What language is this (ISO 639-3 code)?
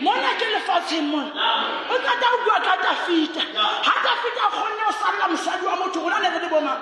sot